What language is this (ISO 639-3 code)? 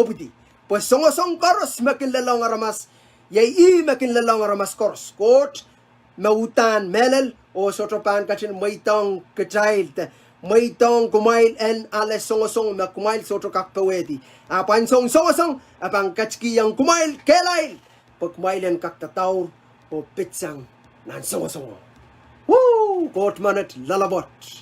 pon